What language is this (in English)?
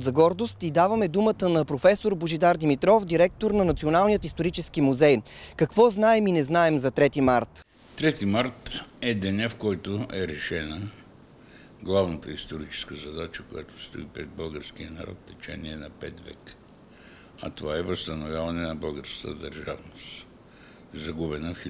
Bulgarian